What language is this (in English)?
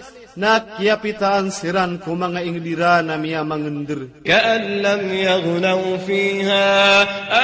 Maranao